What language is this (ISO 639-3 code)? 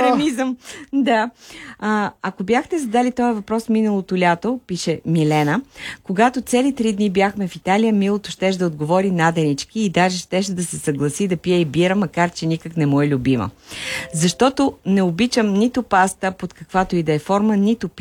bul